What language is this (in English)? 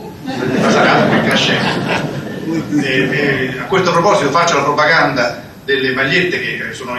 Italian